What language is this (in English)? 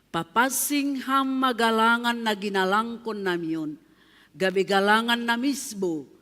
Batak Simalungun